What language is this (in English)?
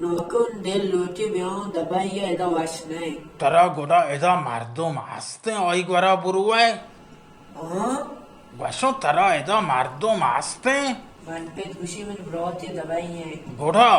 Baluchi